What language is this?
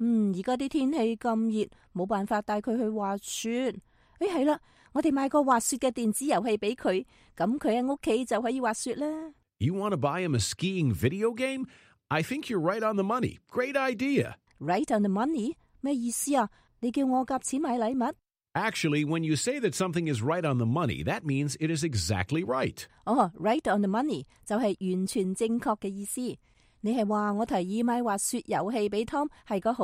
Cantonese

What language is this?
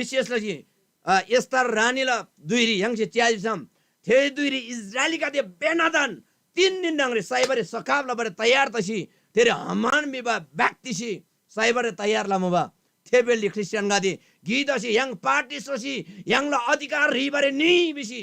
Eastern Tamang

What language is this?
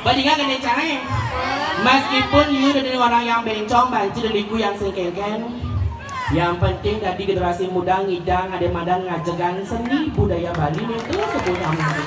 Balinese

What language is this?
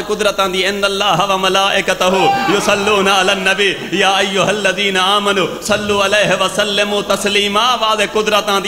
Saraiki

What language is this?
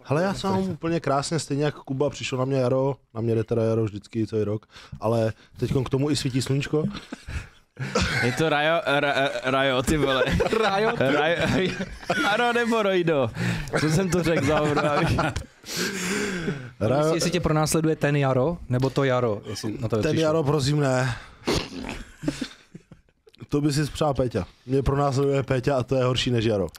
Czech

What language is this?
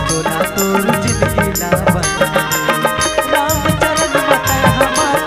Chhattisgarhi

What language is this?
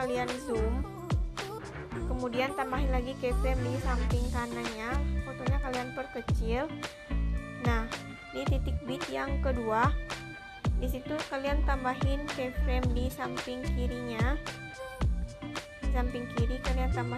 Indonesian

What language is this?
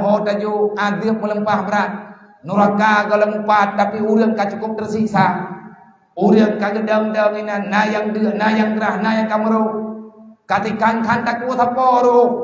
Achinese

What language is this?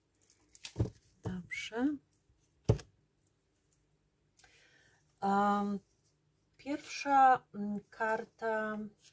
Polish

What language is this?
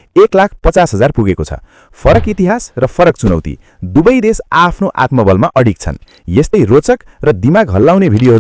Nepali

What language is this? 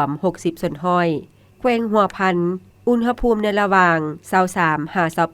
Lao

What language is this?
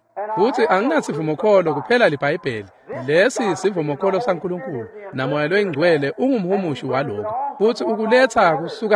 Swati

